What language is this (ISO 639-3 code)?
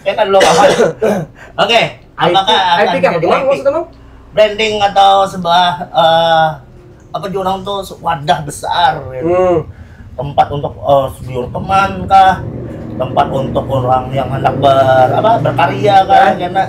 bjn